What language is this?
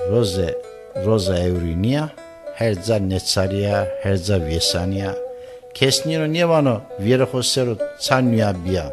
Zaza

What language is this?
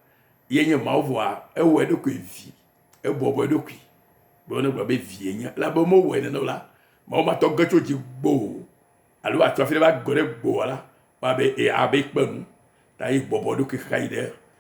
Ewe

